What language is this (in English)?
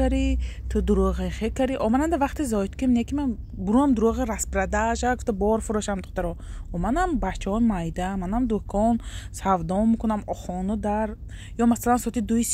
Tajik